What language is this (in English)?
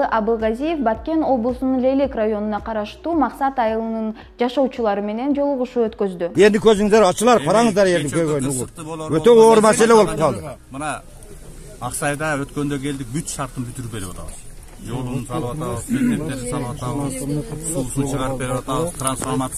Kyrgyz